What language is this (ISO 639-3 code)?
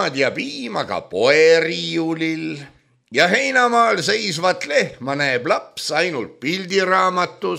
est